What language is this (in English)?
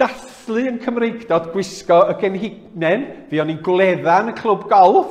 Welsh